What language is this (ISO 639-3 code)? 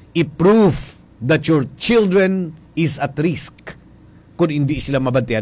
hil